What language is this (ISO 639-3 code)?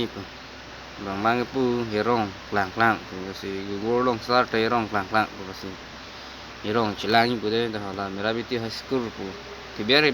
mjw